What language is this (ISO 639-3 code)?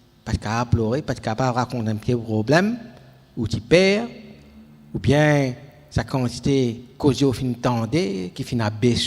mfe